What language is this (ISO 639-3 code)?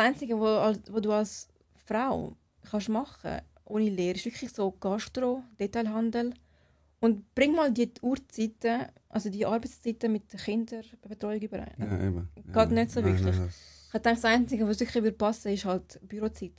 gsw